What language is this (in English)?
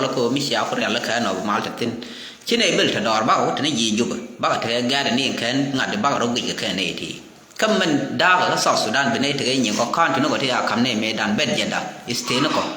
Nuer